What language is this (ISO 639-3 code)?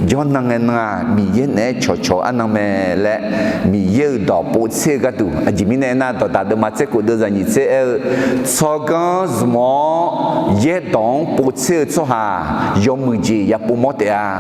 ahk